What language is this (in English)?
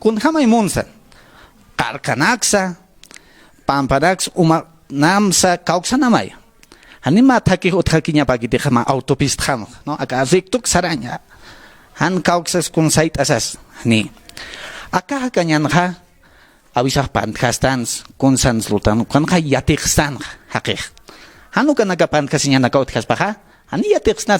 Aymara